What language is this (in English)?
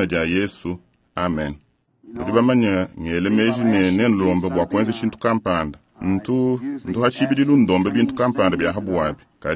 Luba-Lulua